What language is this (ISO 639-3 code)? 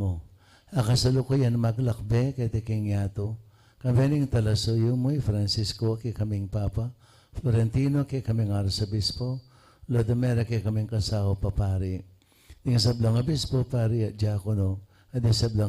pam